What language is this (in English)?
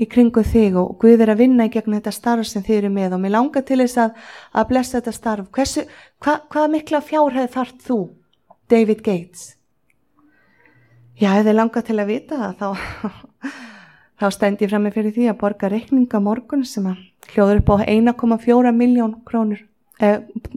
Icelandic